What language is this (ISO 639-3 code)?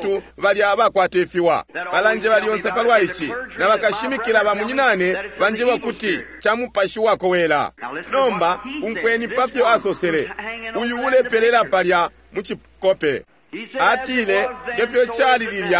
bem